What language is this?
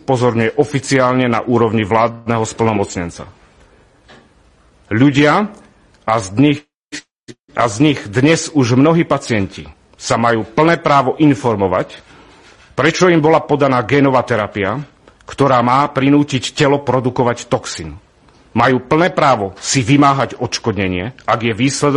Slovak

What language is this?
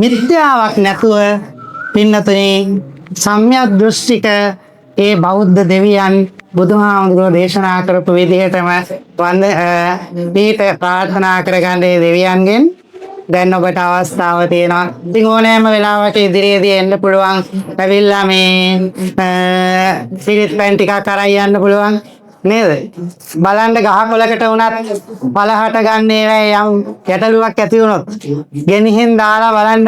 Sinhala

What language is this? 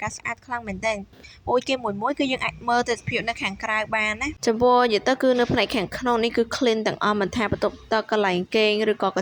Khmer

